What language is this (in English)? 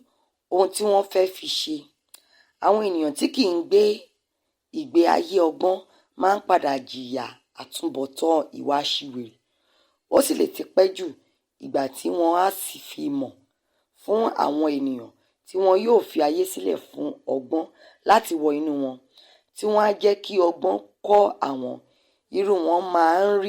Yoruba